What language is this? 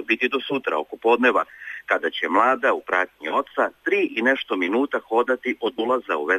Serbian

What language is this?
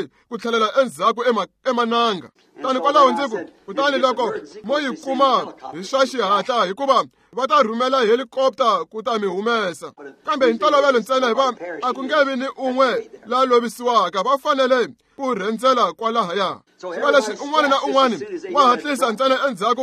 Tsonga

